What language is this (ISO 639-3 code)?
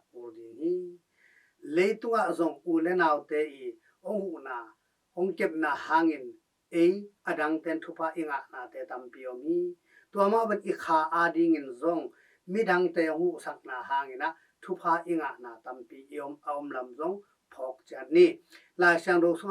ctd